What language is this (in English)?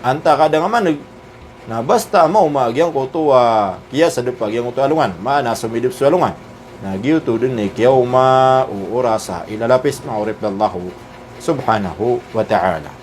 Maranao